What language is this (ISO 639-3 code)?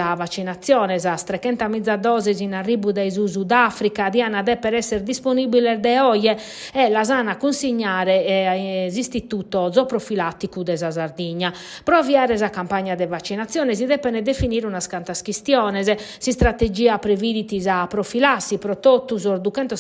srd